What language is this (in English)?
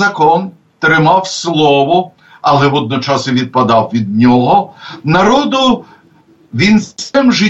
Ukrainian